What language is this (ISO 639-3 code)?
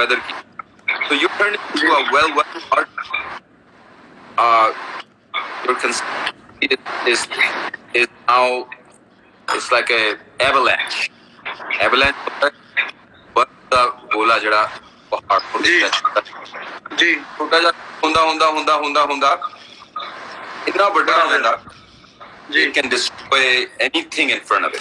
pan